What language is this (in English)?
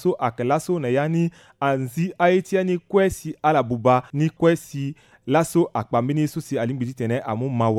Sango